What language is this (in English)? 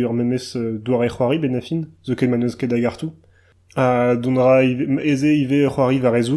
Breton